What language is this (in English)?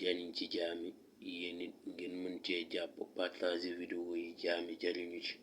Wolof